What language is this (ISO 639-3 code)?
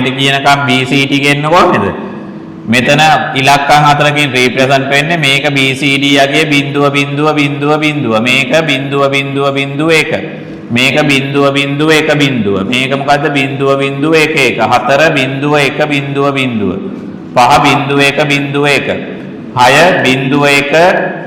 sin